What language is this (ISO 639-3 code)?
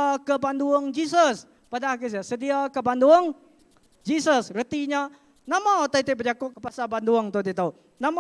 iba